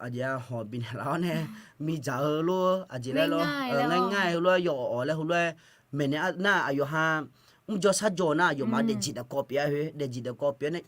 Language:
Akha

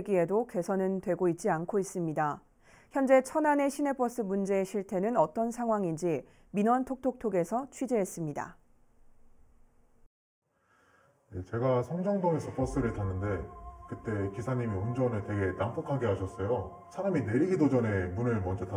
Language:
Korean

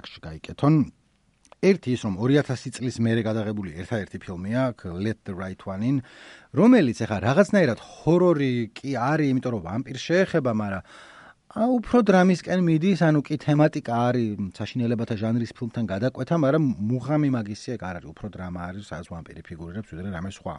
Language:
Georgian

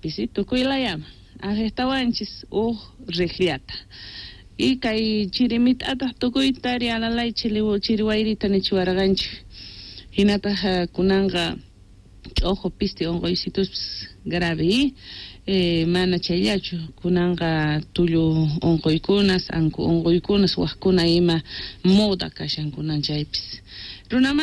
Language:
Quechua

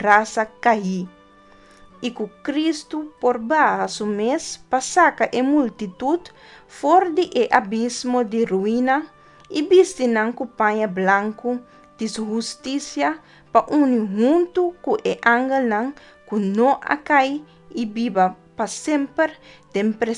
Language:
Papiamento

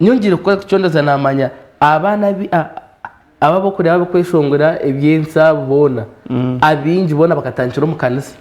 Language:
Nyankole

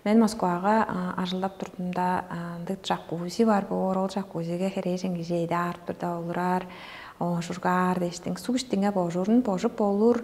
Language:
Tuvinian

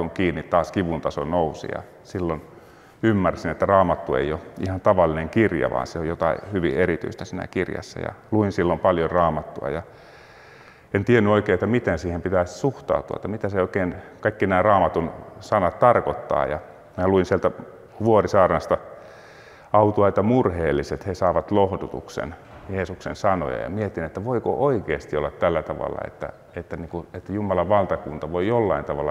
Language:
Finnish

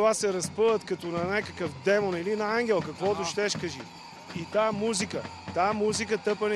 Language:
Bulgarian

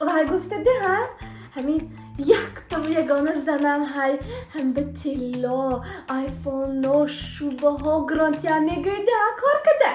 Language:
Tajik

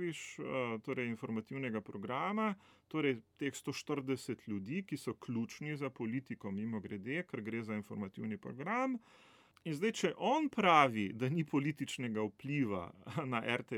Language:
Slovenian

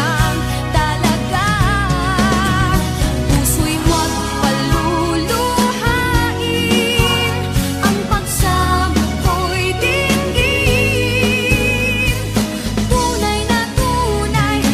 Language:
Filipino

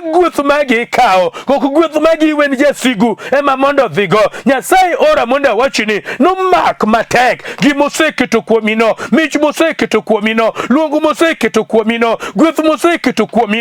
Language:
Luo (Kenya and Tanzania)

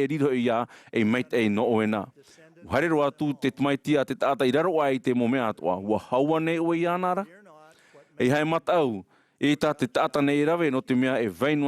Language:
Tahitian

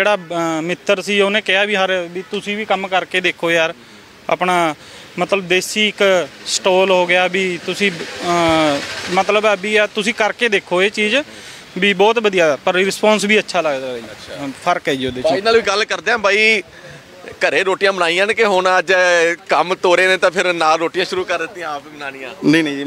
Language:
Punjabi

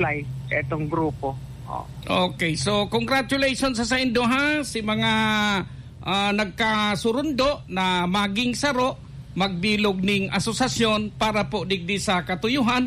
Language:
Bikol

